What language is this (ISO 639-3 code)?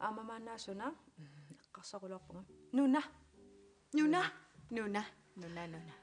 kal